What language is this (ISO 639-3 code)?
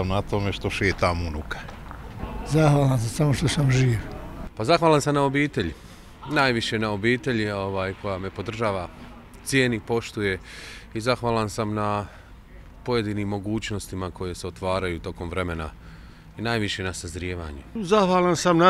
bos